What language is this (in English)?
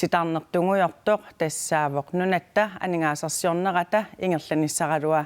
Kalaallisut